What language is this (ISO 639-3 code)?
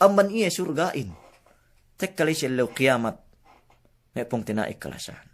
yka